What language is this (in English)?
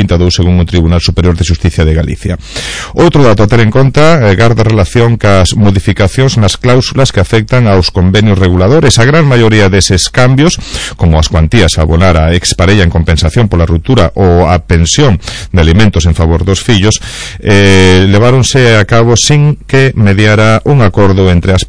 Galician